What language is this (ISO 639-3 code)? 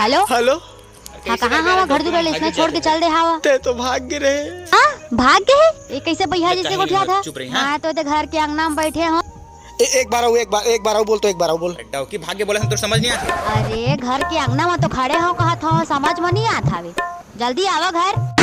hne